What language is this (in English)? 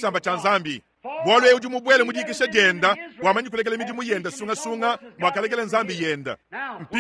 Luba-Lulua